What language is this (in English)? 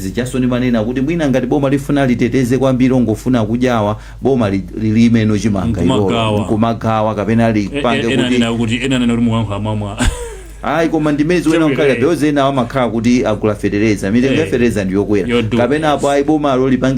Nyanja